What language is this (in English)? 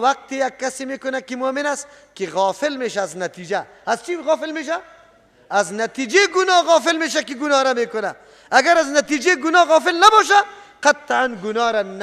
Persian